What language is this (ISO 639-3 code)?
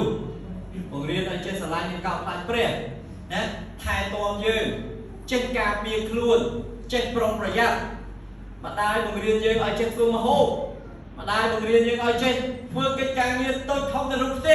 khm